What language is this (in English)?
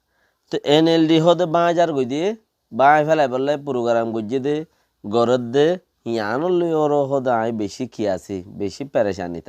Rohingya